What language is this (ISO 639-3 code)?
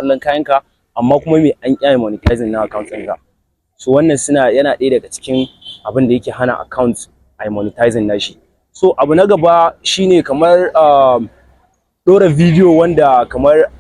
hau